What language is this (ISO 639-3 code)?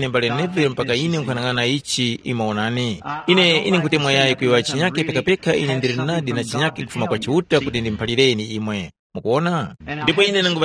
tum